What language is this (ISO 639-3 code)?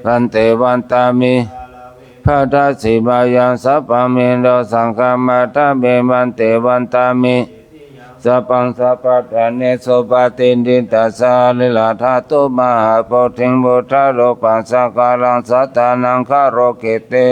pli